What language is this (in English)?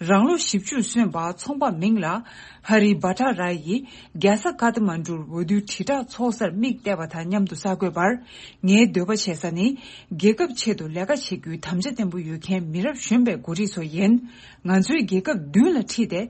Tibetan